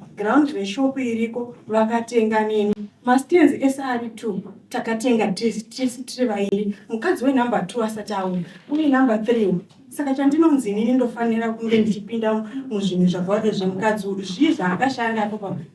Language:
Shona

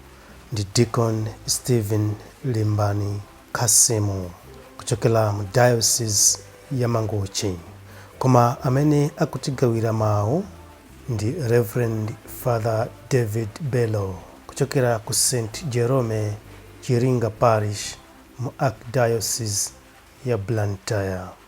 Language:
Nyanja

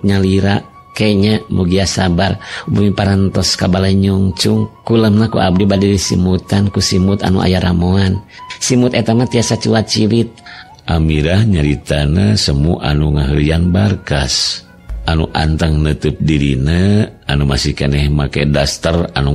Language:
Sundanese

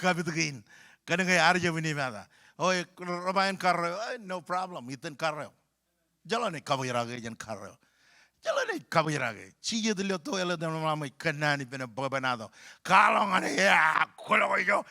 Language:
Marshallese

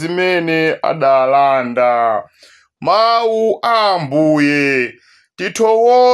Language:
Nyanja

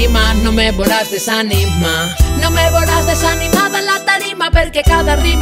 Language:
Catalan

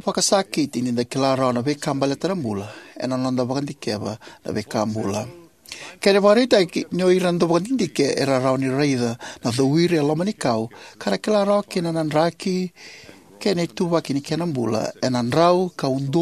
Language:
Fijian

